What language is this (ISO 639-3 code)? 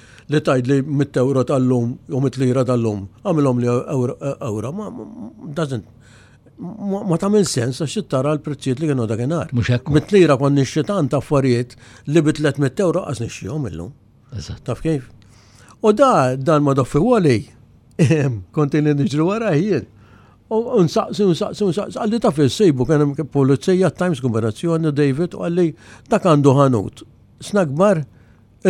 mlt